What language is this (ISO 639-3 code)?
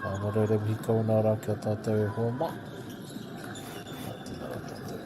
mri